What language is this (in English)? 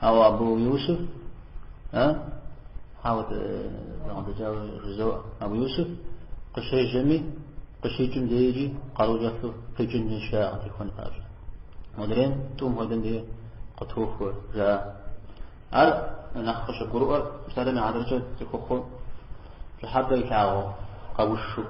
Kabardian